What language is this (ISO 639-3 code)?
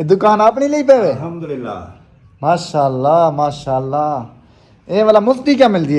skr